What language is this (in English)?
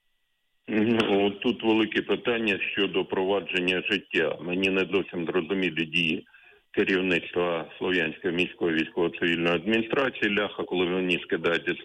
Ukrainian